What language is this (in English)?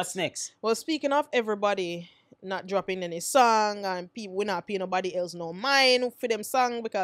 Jamaican Creole English